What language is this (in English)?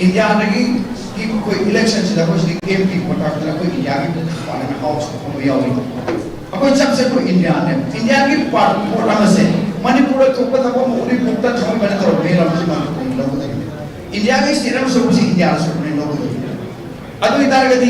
Manipuri